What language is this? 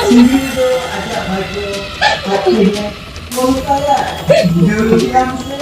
Santali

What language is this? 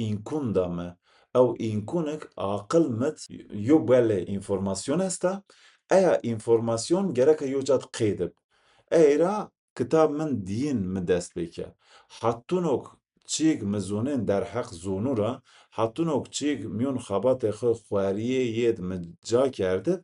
Zaza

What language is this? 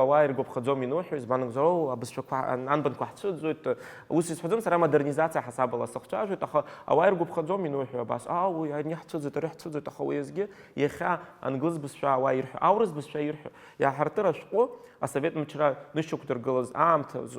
Abkhazian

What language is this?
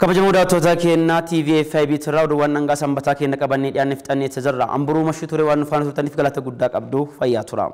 Oromo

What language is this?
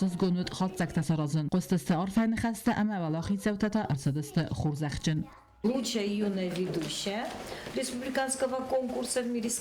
Ossetic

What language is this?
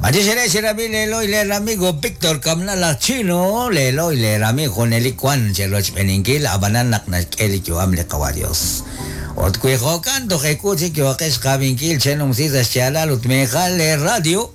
Kekchí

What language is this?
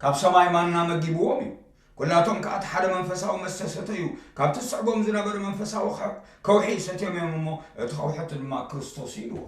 Tigrinya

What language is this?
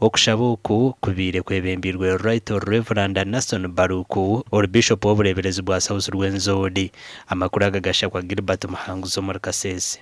Nyankole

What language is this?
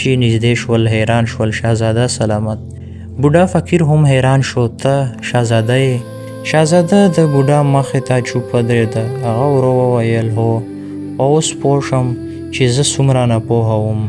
Pashto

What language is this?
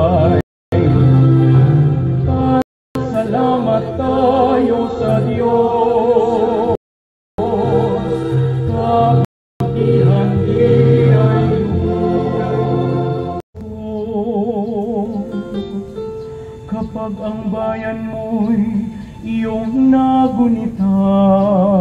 Filipino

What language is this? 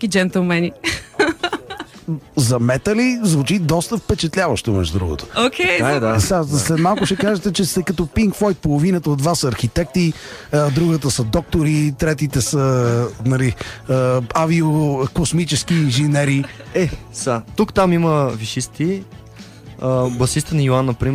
Bulgarian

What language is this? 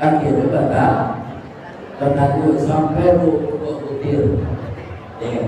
Minangkabau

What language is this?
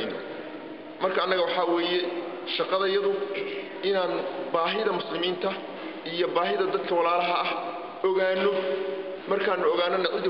Somali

